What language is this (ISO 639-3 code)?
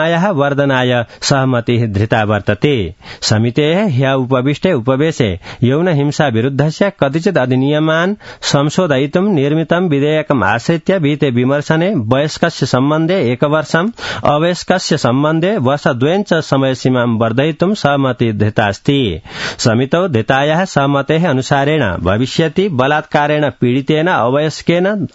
san